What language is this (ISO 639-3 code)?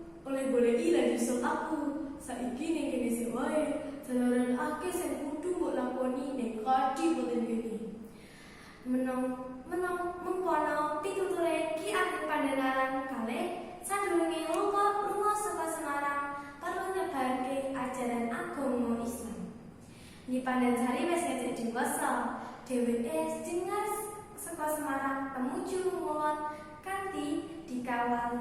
jav